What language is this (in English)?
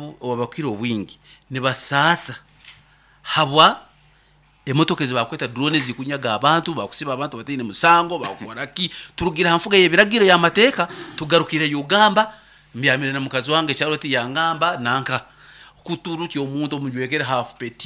Nyoro